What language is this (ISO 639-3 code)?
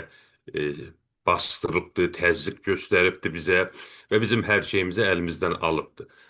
azb